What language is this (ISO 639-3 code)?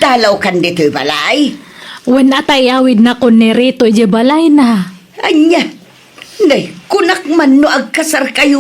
ilo